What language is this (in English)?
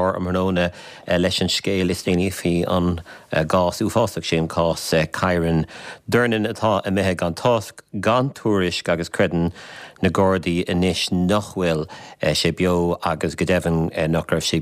Irish